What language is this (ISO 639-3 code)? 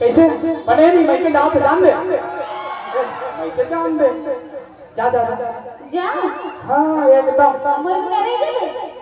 hne